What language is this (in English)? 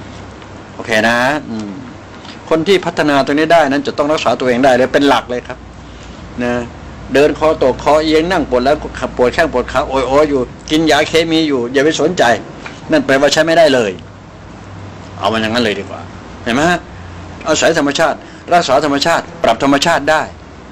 Thai